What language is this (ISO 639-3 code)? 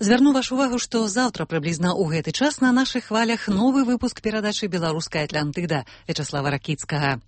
bel